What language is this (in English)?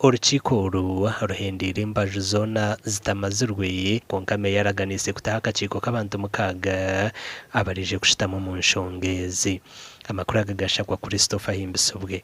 Nyankole